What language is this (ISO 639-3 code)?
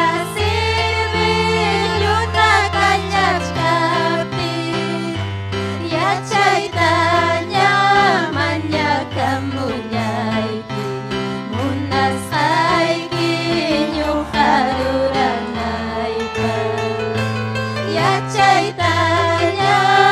quy